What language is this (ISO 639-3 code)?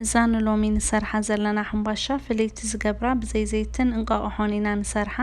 tir